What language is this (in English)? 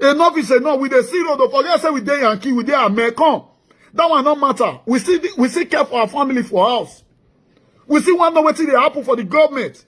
Nigerian Pidgin